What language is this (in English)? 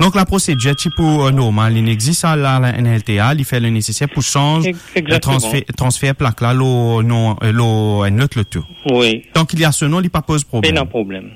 Morisyen